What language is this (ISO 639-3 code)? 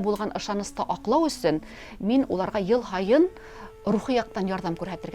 bak